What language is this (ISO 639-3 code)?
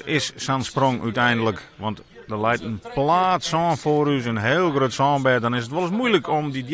fry